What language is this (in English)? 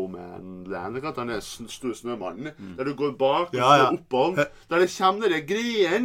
Norwegian